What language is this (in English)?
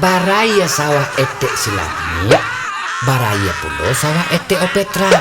Minangkabau